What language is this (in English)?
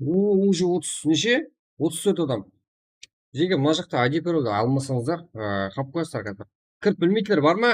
Kara-Kalpak